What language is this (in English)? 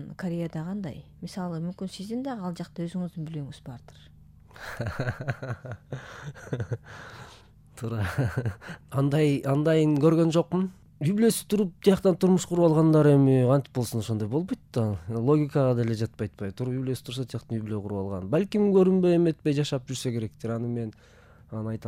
Kyrgyz